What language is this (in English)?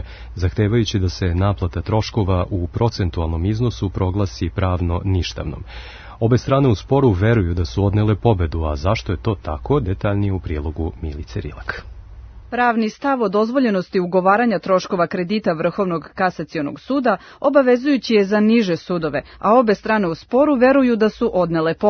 Serbian